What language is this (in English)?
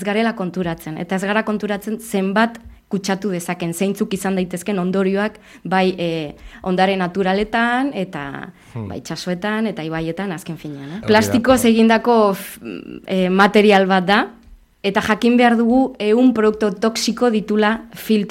Basque